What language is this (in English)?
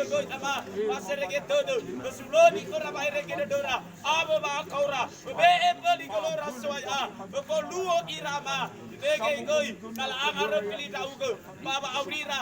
Nias